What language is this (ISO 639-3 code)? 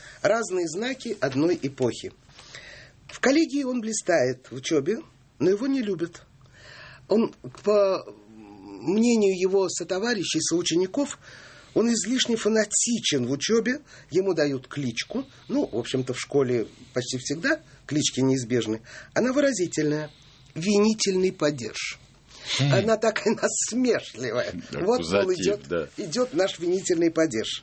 rus